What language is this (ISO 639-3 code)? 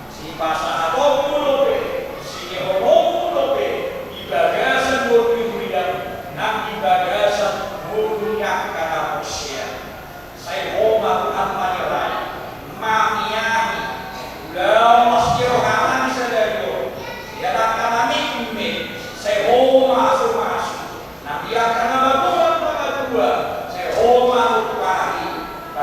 bbc